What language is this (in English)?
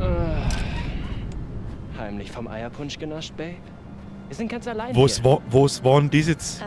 Bavarian